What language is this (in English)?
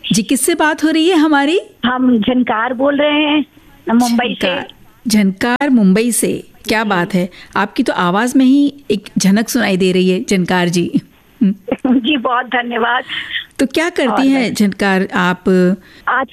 Hindi